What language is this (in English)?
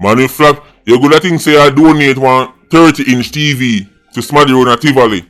Jamaican Creole English